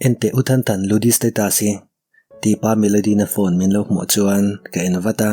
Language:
Mizo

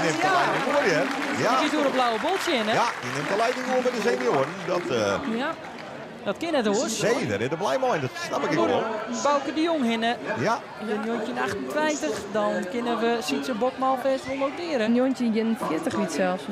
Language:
Western Frisian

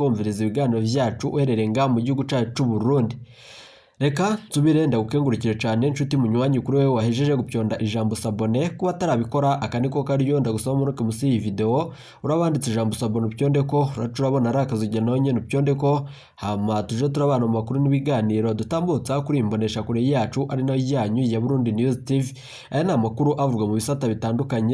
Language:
Rundi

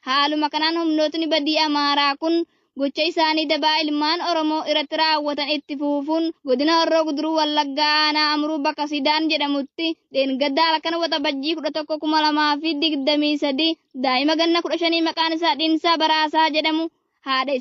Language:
Oromo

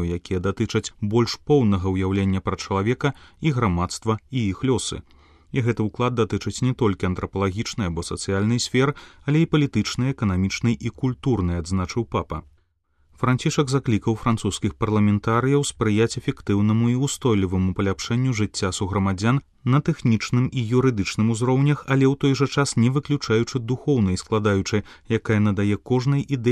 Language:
Belarusian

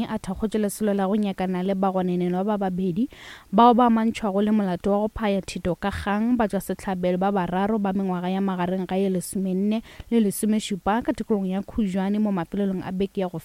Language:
Northern Sotho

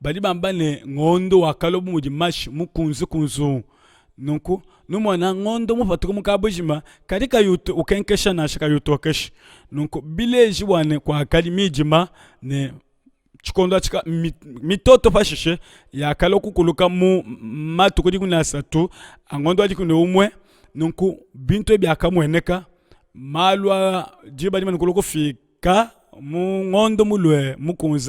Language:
Luba-Lulua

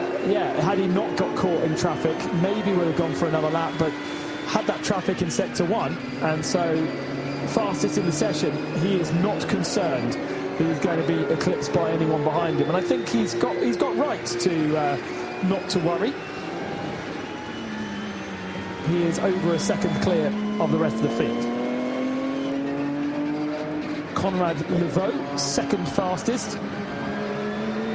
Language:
English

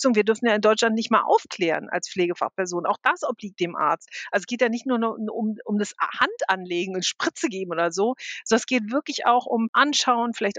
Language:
German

